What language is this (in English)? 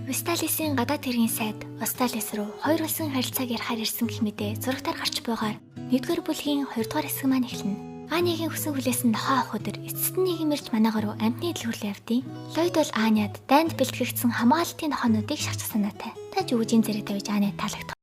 Mongolian